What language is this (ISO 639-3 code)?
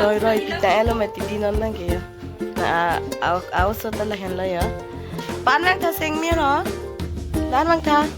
mjw